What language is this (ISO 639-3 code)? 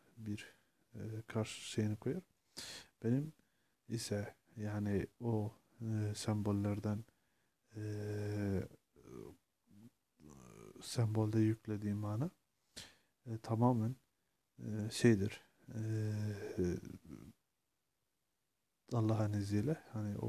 tur